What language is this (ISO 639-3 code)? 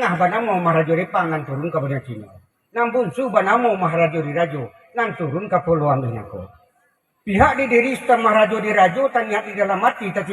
min